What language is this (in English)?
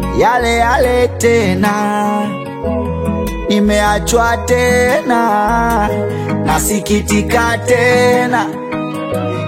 Swahili